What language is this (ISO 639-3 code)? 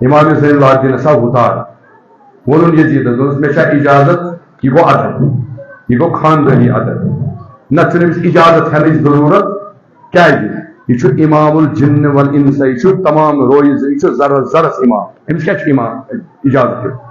kas